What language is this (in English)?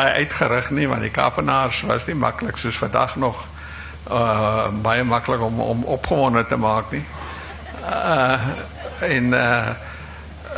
Afrikaans